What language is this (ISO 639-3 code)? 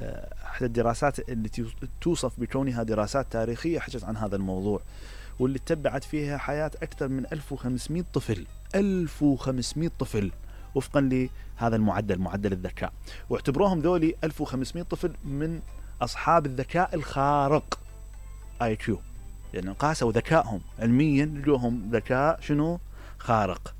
acm